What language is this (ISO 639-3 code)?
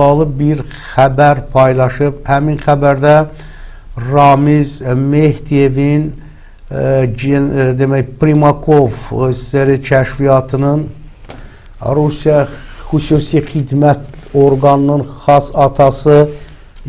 aze